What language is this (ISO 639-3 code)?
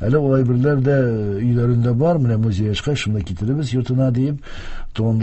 tat